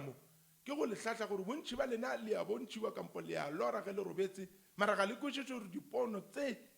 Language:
Northern Sotho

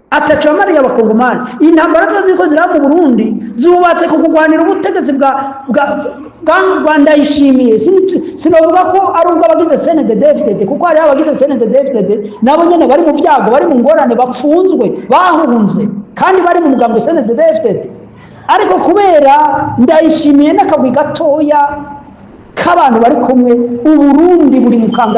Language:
Rundi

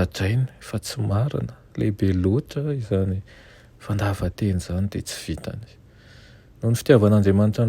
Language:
Malagasy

